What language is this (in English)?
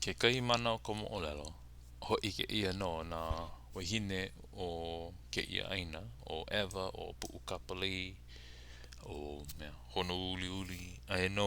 Hawaiian